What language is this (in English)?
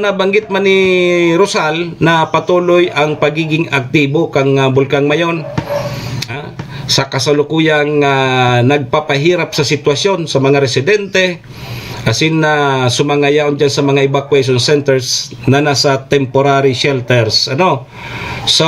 Bikol